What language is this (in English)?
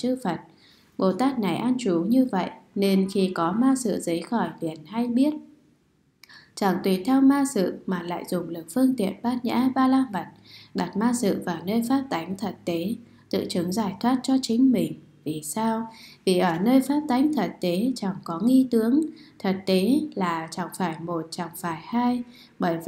Vietnamese